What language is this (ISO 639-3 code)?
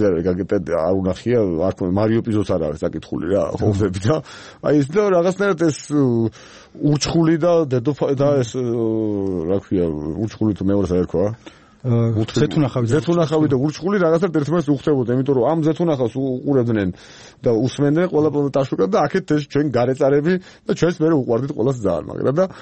kat